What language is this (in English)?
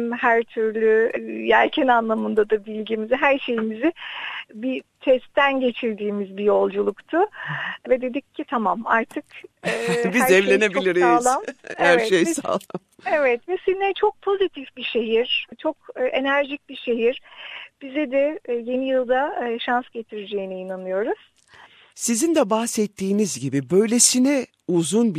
Turkish